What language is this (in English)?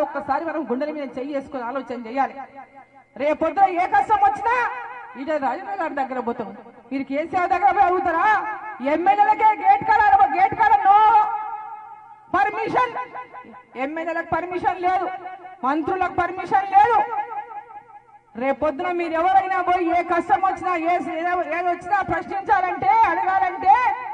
Telugu